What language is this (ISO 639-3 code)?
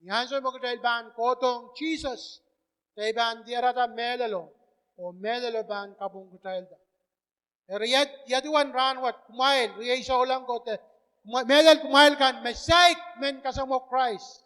pon